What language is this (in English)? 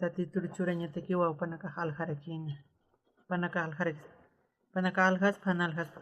Aymara